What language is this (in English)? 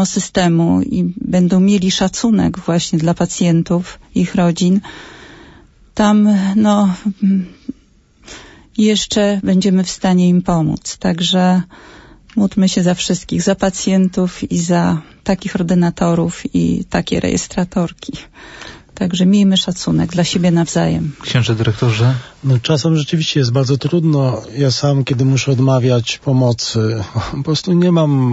Polish